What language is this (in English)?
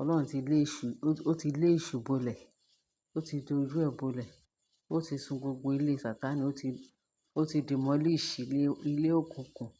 Yoruba